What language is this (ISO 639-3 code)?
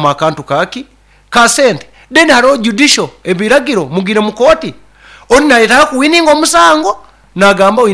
nyo